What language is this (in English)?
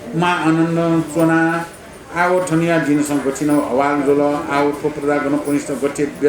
Newari